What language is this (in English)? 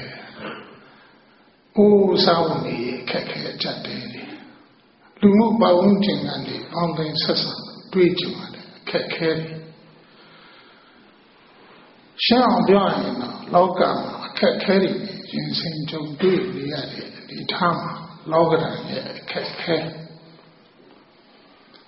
Burmese